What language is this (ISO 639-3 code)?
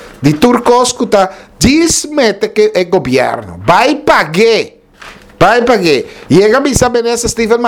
pap